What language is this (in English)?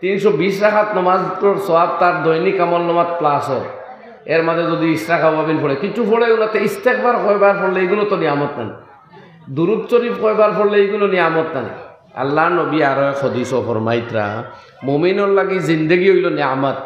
Sylheti